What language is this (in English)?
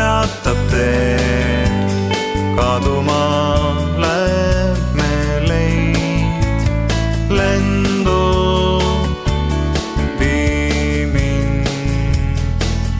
Estonian